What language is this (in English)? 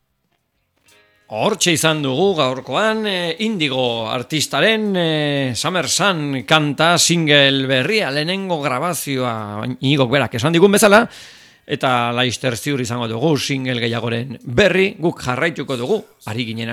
Basque